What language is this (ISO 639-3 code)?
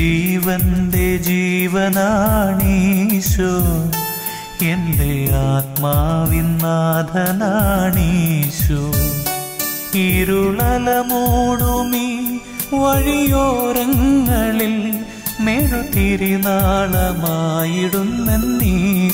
mal